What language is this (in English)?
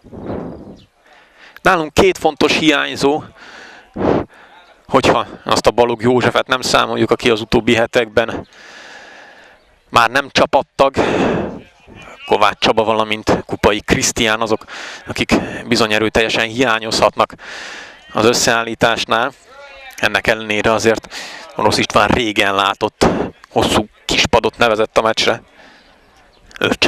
Hungarian